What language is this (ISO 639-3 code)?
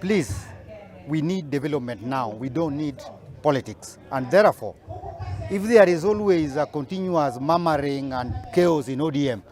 luo